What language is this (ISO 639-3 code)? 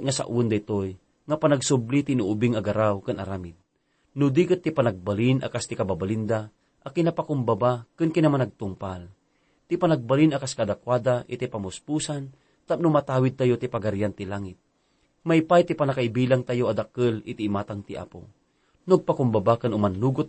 ilo